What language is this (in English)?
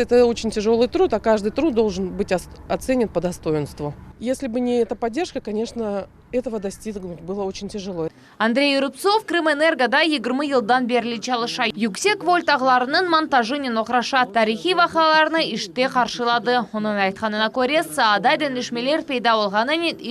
Crimean Tatar